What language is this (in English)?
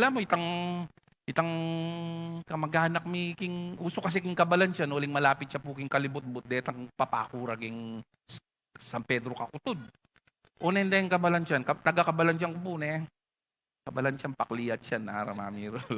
Pampanga